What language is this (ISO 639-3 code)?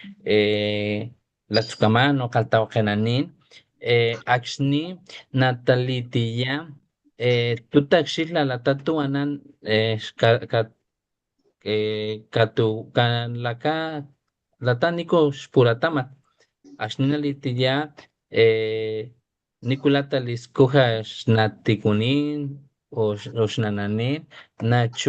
top